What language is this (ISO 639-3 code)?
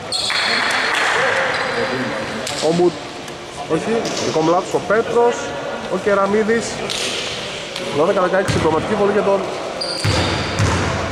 ell